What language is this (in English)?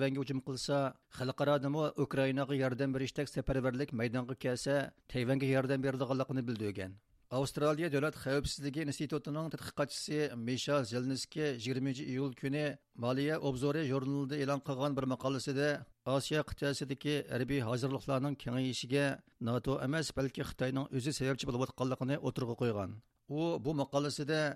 Uyghur